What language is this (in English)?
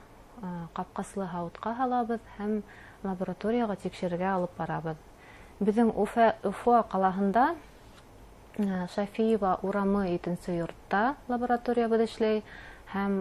Bashkir